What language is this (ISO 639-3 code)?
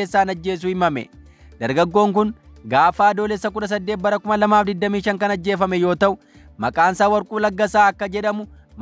orm